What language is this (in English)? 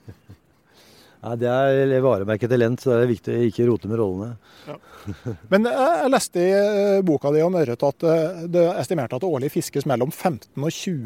Norwegian